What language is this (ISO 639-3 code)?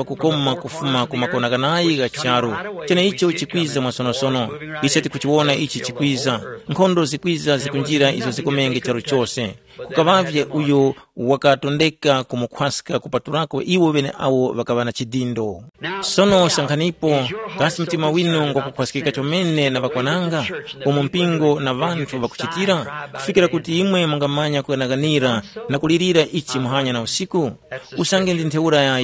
tum